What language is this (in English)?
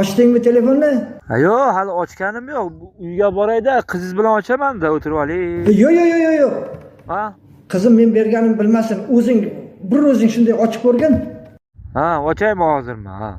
Uzbek